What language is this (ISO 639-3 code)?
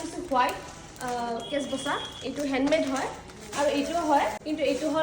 asm